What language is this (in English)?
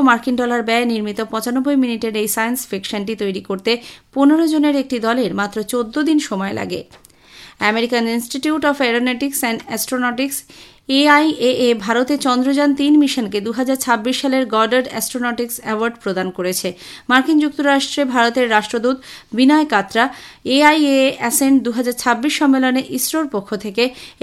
Bangla